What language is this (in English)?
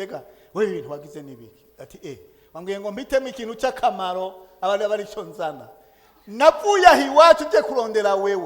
Rundi